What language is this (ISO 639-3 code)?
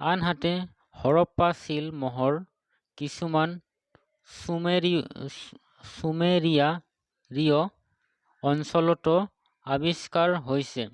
asm